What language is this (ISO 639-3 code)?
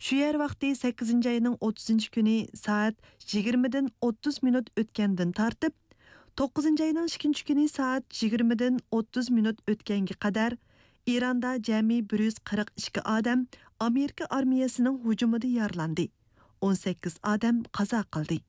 uig